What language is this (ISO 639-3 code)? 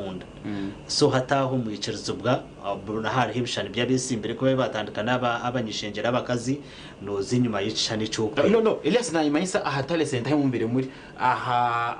nyn